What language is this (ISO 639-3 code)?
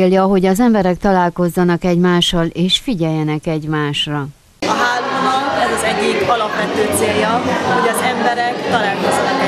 hun